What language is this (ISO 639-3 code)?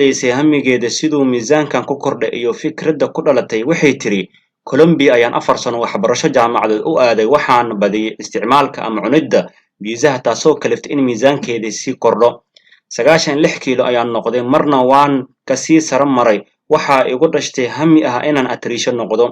som